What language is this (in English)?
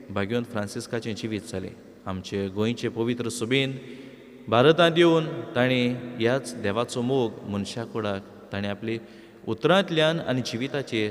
Konkani